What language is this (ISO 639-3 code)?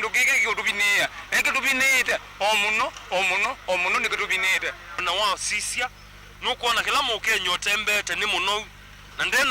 kam